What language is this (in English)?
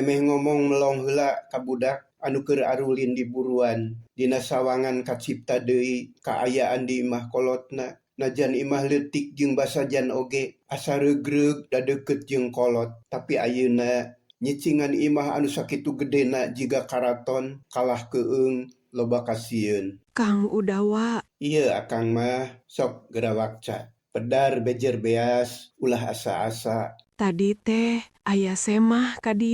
Sundanese